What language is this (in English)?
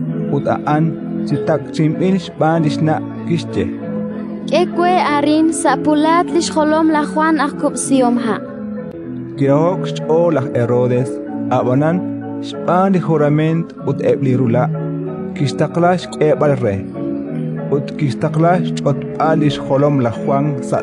Kekchí